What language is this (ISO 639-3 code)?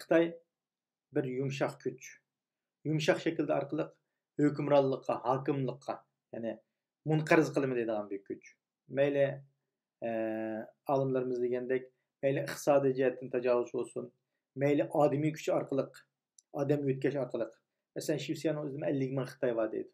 uig